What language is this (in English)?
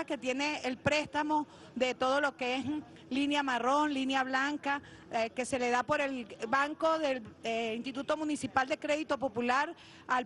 Spanish